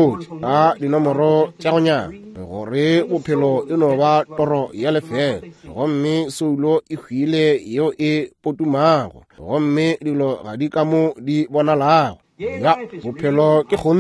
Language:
Northern Sotho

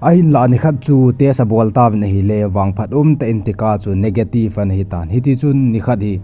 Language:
Thado Chin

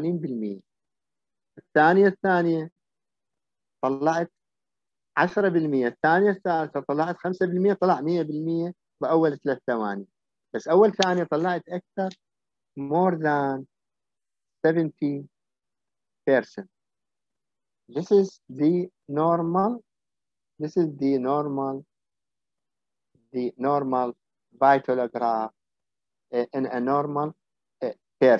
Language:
Mesopotamian Arabic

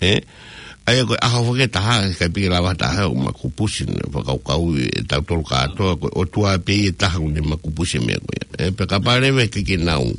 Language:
Tongan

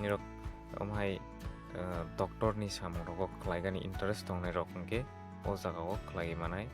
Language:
Kok Borok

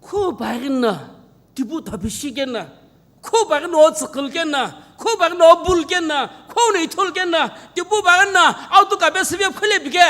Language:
Sumi Naga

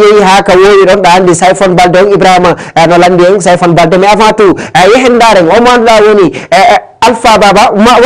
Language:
Fula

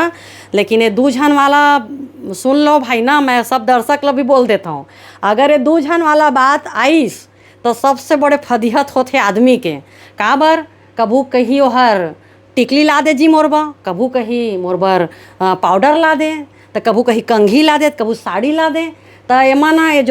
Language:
Chhattisgarhi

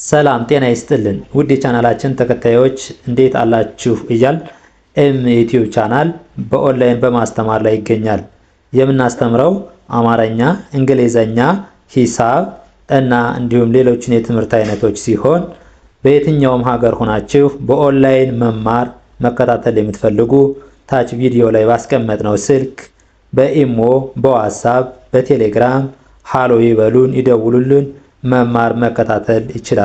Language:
Amharic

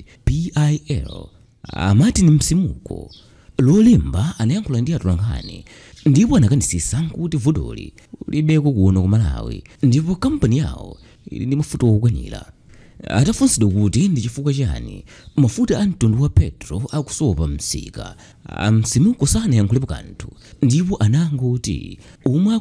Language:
Nyanja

